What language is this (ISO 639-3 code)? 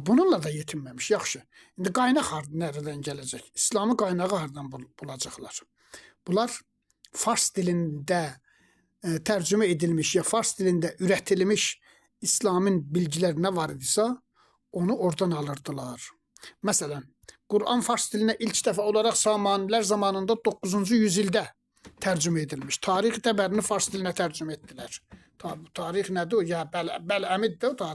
aze